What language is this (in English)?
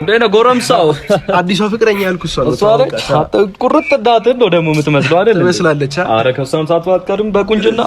Amharic